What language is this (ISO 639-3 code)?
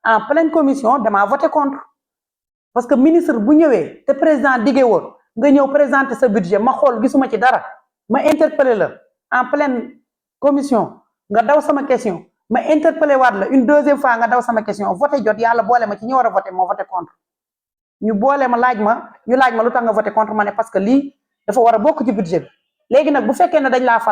wol